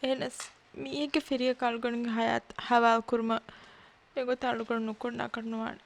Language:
Divehi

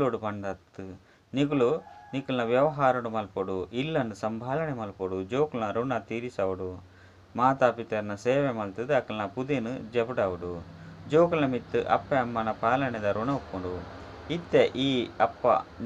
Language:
Tulu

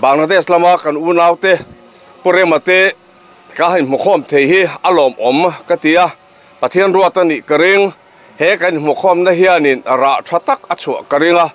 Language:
Mizo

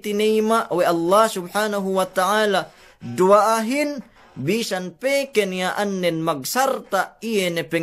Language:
Yakan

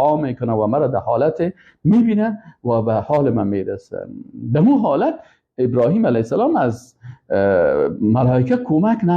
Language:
Persian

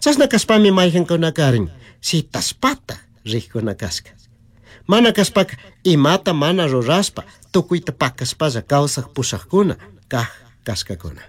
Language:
Chimborazo Highland Quichua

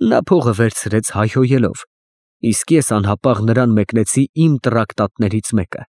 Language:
Armenian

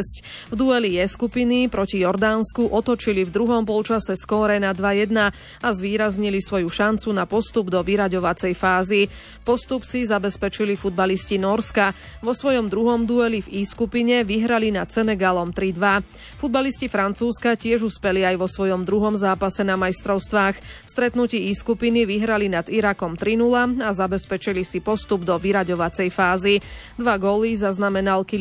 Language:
Slovak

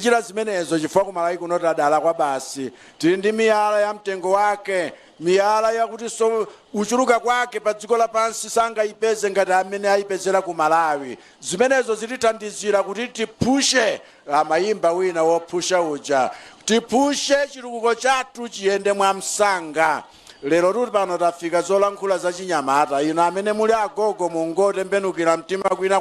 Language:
Nyanja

